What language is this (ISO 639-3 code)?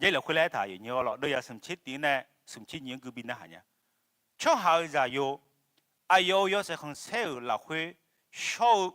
ahk